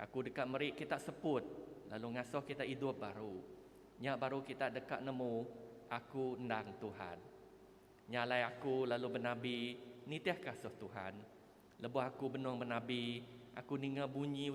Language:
Iban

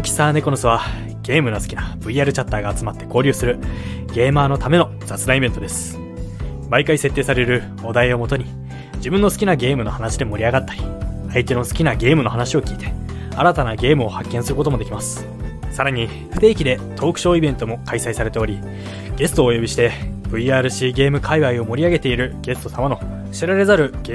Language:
Japanese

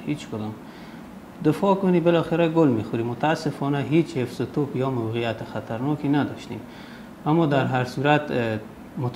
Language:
Persian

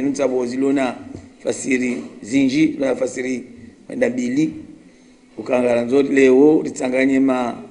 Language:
Ngazidja Comorian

